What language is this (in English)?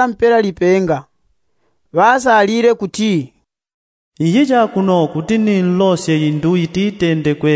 Yao